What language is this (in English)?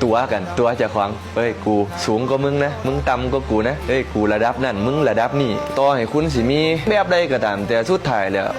Northeastern Thai